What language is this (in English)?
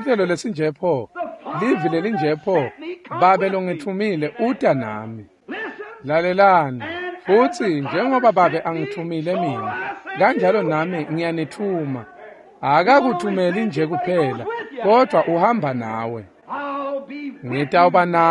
Swati